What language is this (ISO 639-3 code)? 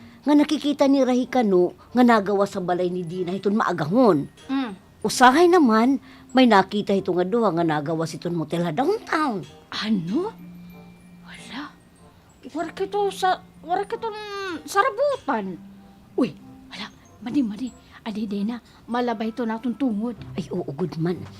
war